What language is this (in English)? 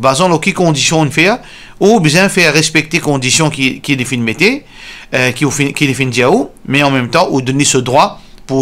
Morisyen